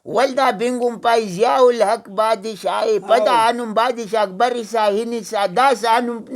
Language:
Brahui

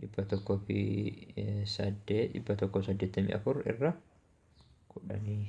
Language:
Oromo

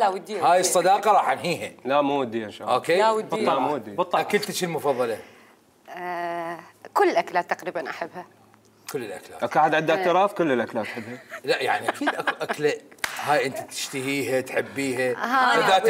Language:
Mesopotamian Arabic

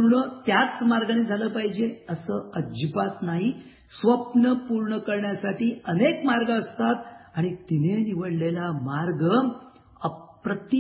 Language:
Marathi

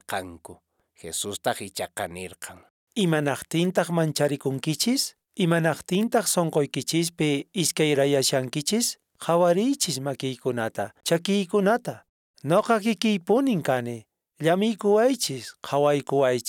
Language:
Quechua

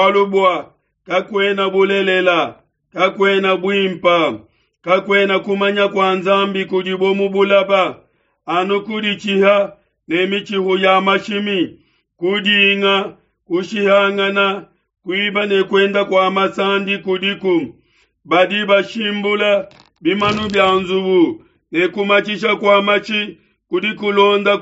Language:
Luba-Lulua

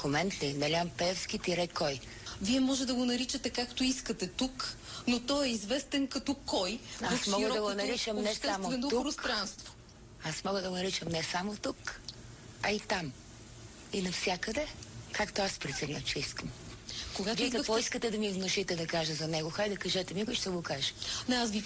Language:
Bulgarian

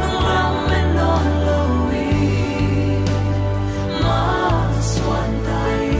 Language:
Paite Chin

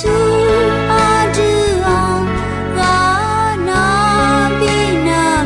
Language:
Akha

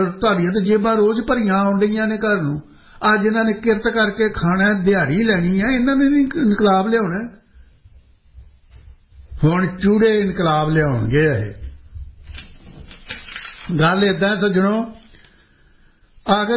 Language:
Punjabi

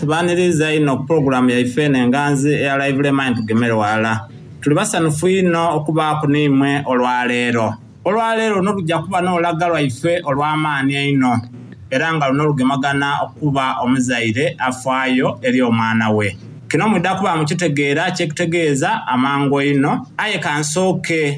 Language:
Soga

